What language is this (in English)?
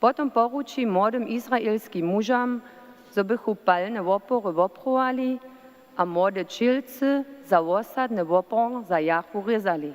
Upper Sorbian